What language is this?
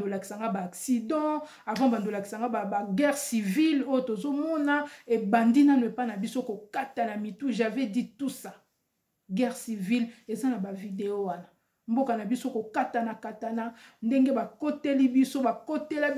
Lingala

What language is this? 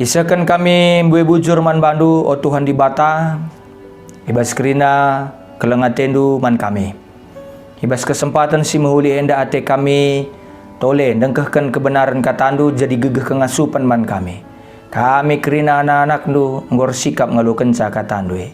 Batak Karo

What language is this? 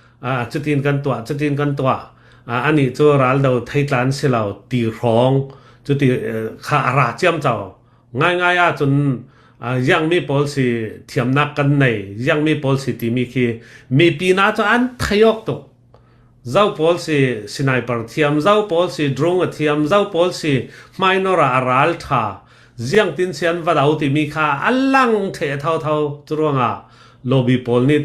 Hakha Chin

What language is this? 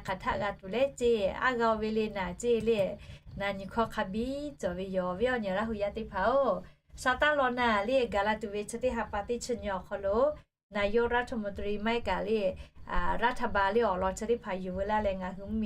Lahu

